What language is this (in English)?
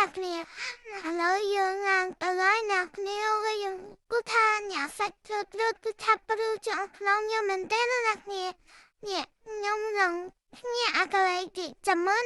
Khmer